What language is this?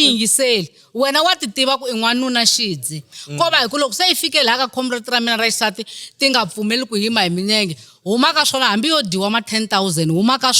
Tsonga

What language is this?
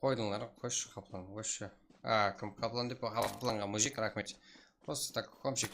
Kara-Kalpak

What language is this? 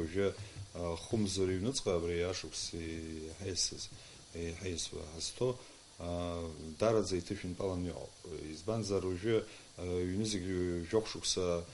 Abkhazian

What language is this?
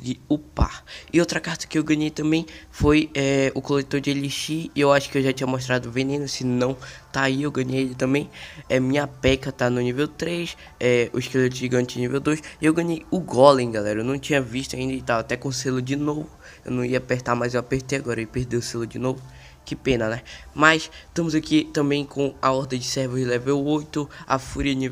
Portuguese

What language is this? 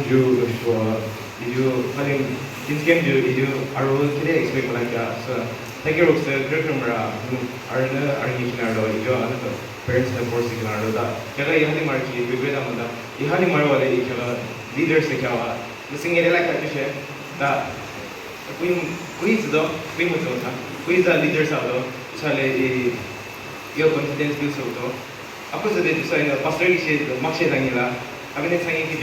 Yimchungru Naga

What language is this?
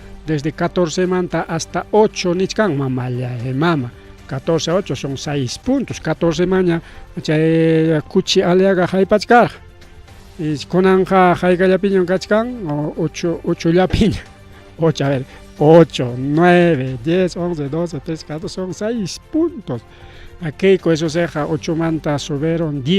Ayacucho Quechua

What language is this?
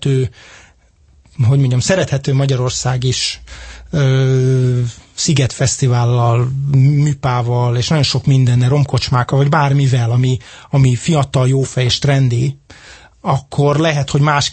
Hungarian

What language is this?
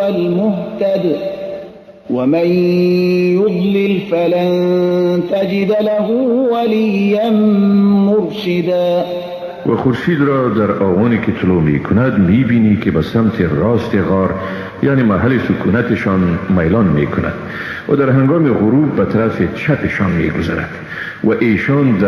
Persian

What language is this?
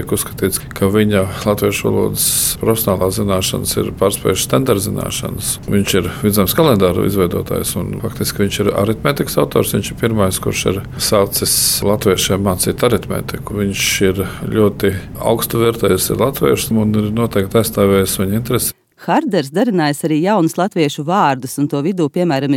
Latvian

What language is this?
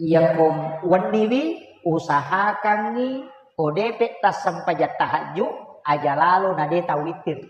Buginese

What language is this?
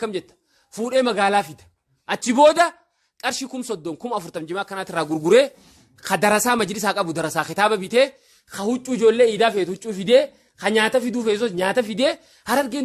Oromo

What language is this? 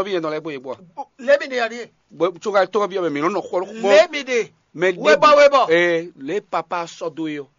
Fon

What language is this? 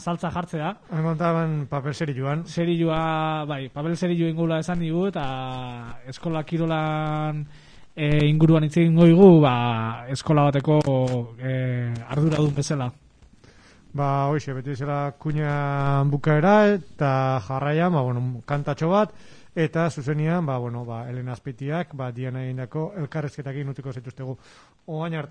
Basque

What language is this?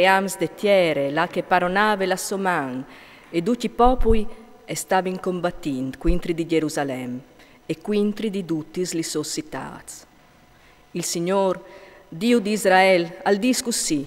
Friulian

